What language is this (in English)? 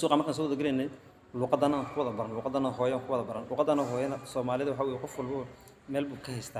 Somali